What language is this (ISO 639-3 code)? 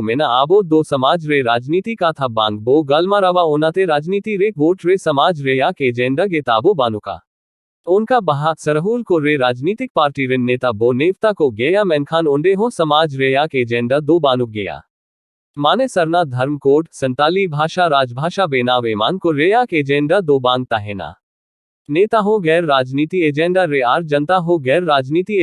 sat